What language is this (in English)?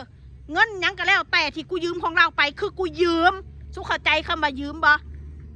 Northeastern Thai